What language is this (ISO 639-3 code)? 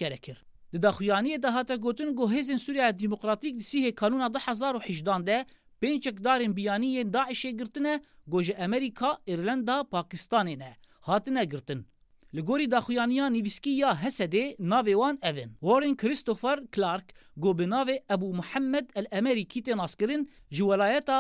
kur